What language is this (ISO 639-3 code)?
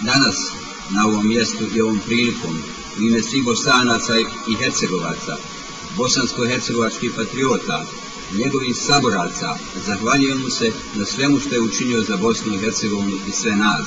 bos